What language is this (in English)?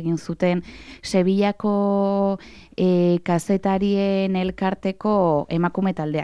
Basque